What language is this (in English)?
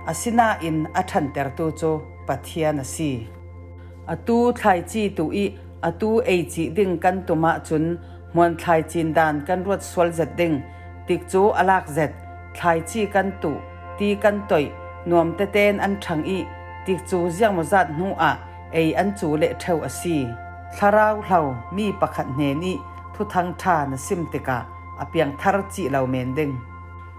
Falam Chin